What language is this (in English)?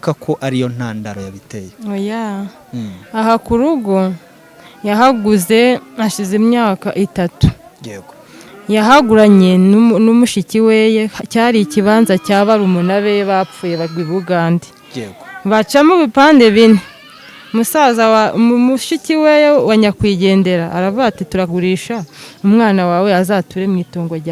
Kinyarwanda